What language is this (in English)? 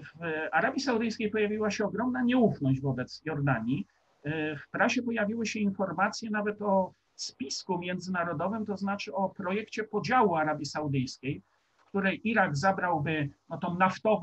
Polish